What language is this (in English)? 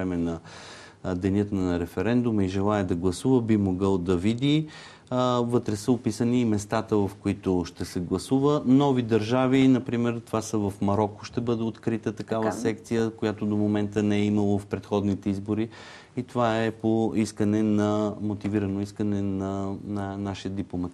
Bulgarian